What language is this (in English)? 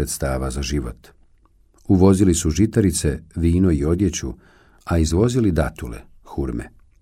Bosnian